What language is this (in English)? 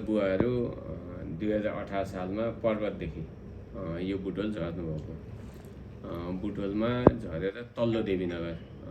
Nepali